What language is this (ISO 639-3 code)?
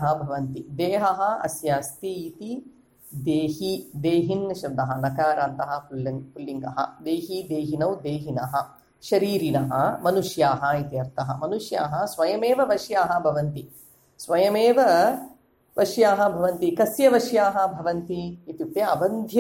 san